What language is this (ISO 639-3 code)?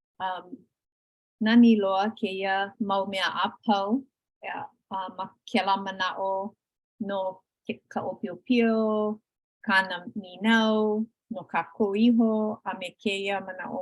haw